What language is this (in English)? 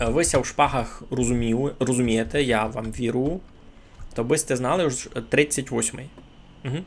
Rusyn